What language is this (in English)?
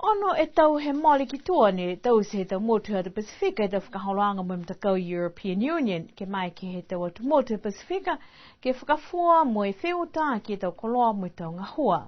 Niuean